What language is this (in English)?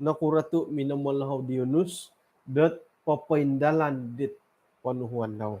Central Dusun